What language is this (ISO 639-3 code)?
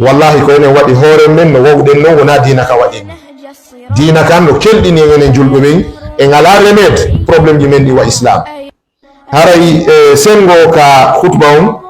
ful